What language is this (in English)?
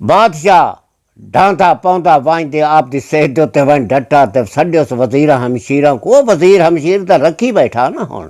Saraiki